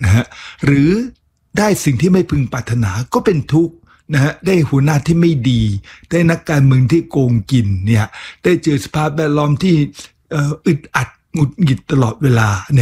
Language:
Thai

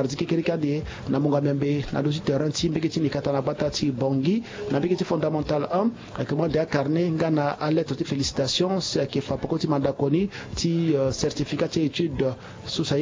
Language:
Sango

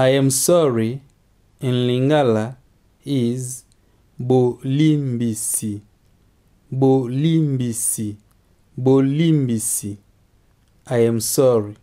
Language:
English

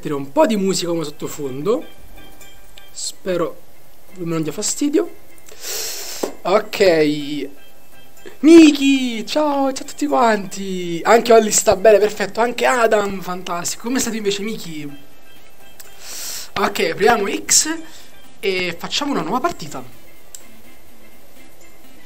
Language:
Italian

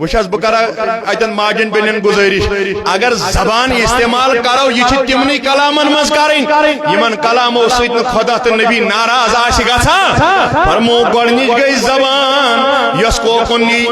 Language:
Kashmiri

